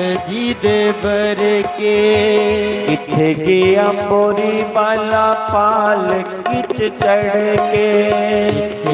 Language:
Dogri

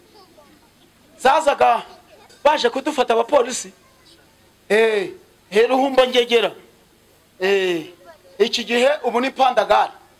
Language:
Kinyarwanda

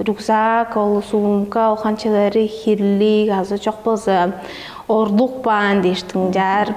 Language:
Tuvinian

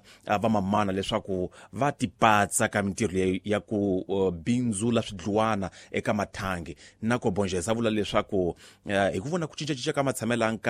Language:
Tsonga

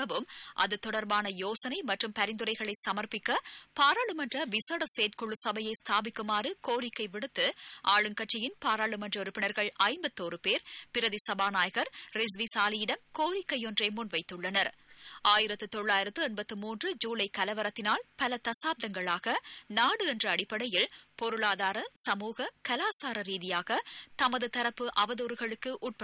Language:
Tamil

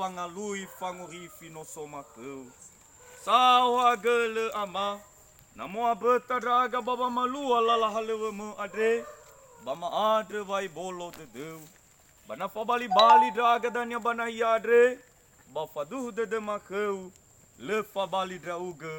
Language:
Nias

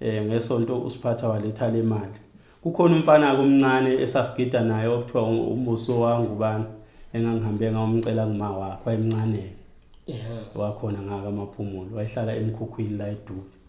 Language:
Zulu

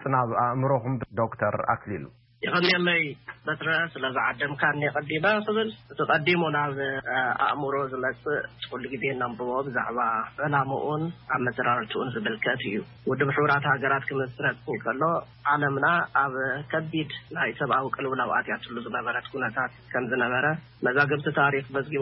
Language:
Tigrinya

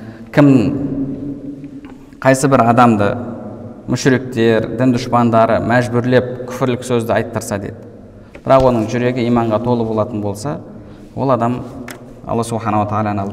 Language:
Kazakh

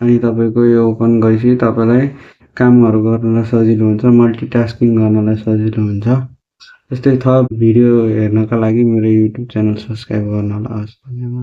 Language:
Nepali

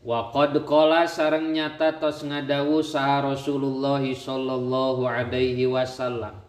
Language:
Sundanese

